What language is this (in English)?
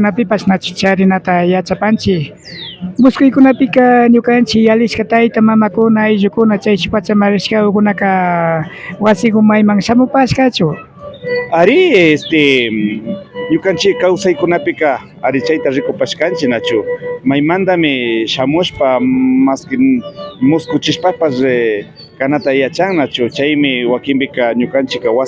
Imbabura Highland Quichua